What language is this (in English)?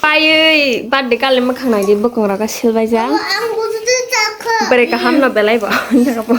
Kok Borok